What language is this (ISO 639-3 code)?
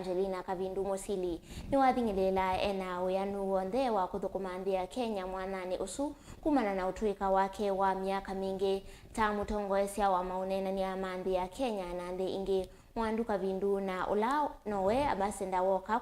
kam